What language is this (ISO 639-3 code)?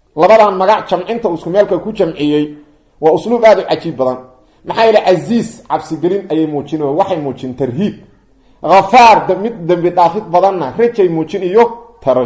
som